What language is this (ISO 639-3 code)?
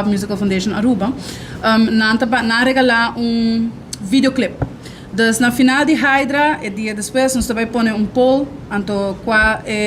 pap